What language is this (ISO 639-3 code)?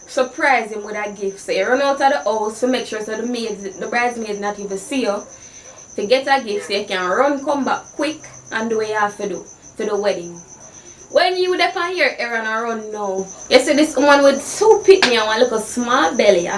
jam